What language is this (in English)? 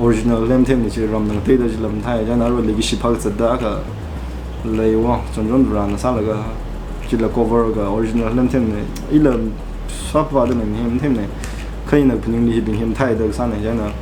Tangkhul Naga (India)